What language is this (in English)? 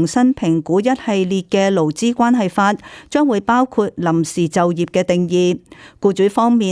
Cantonese